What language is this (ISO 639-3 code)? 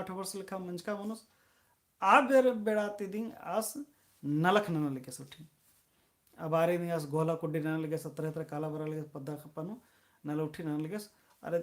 kru